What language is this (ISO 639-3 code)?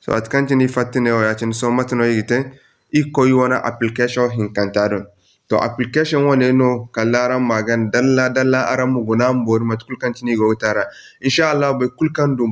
dje